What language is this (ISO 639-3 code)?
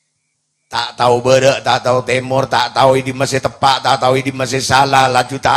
mad